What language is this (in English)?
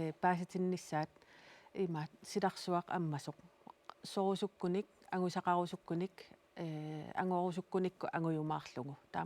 Kalaallisut